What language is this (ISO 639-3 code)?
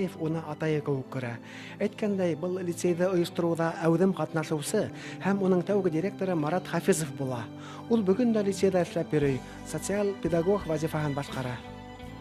bak